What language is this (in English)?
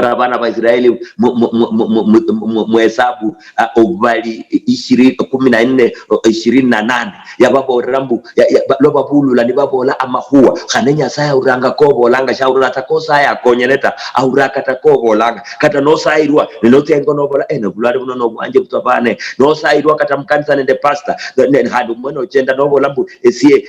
Luyia